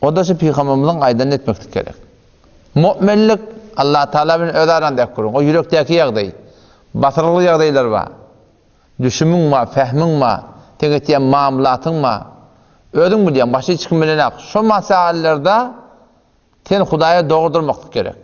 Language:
Turkmen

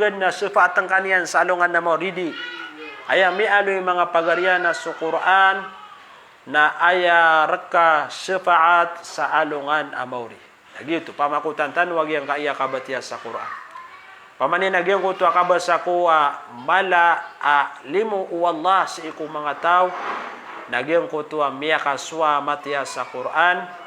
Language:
Maranao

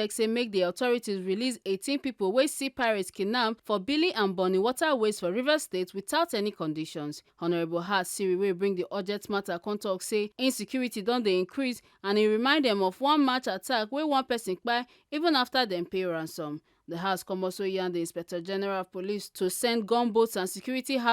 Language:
Nigerian Pidgin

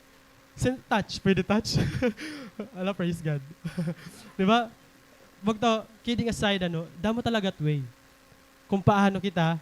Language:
Waray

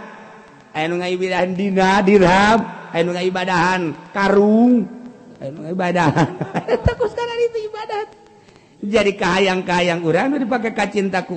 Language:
Sundanese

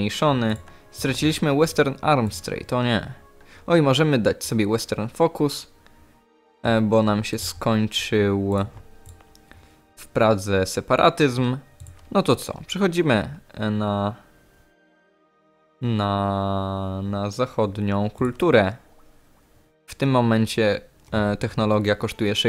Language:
Polish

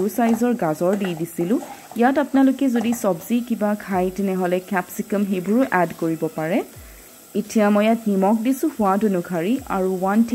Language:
Assamese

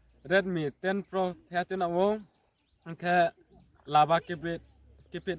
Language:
Riang (India)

